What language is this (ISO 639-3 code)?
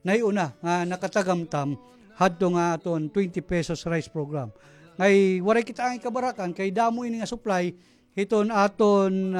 war